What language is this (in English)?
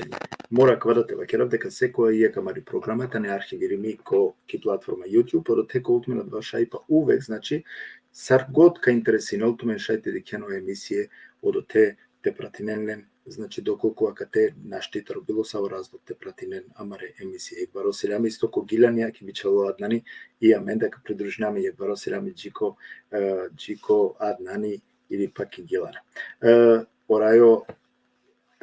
Balkan Romani